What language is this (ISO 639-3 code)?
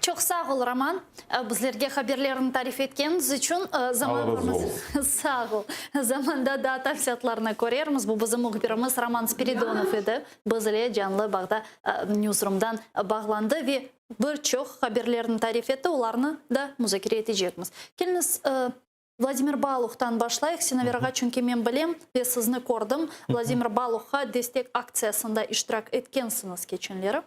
crh